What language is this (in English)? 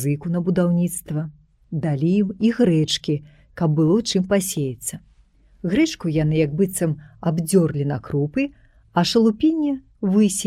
Belarusian